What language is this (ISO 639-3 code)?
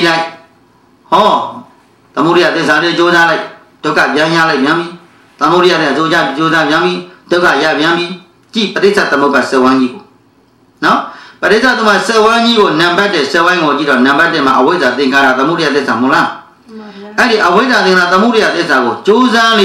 mya